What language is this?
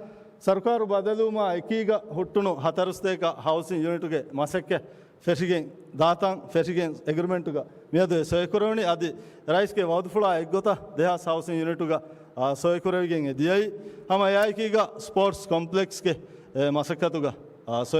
Divehi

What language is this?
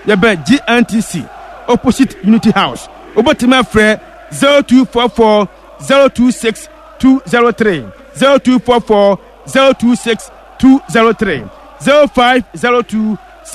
Akan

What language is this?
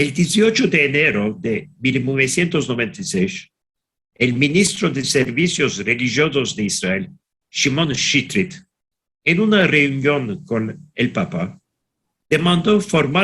Ladino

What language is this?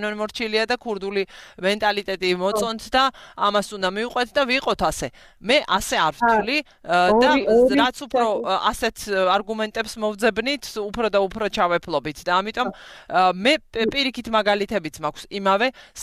Georgian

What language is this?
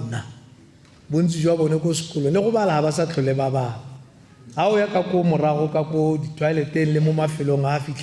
Tswana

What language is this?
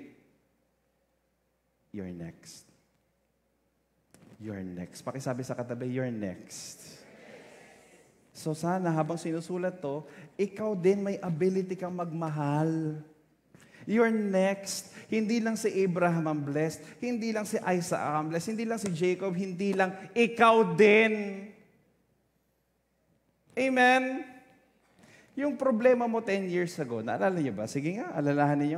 Filipino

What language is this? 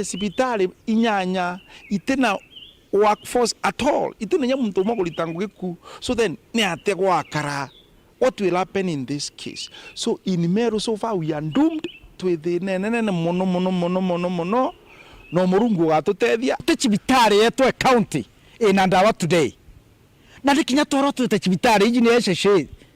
Meru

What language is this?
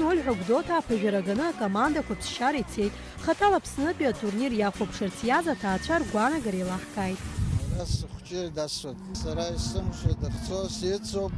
Abkhazian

